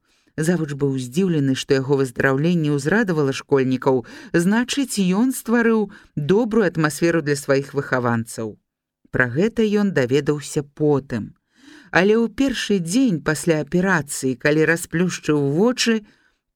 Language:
Belarusian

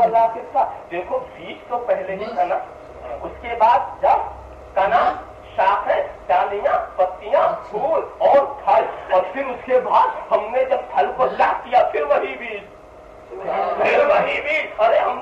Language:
Urdu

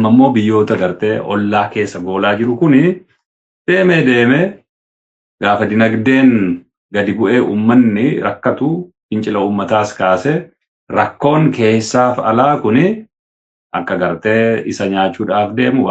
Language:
Oromo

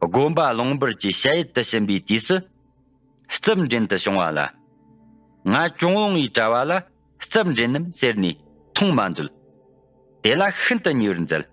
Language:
Tibetan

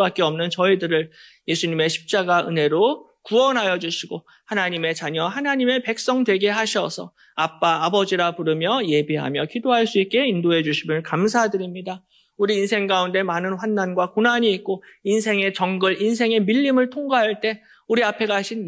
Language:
Korean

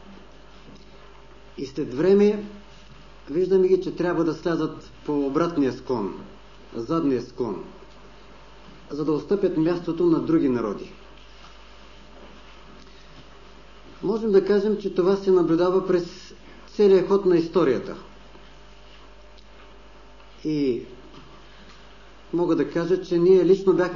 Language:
Bulgarian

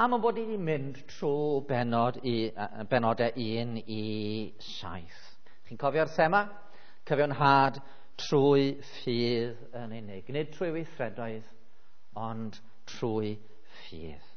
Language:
Welsh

